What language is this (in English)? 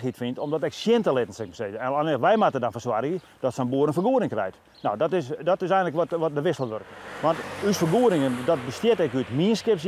Western Frisian